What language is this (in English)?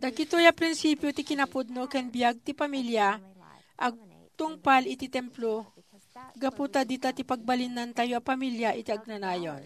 Iloko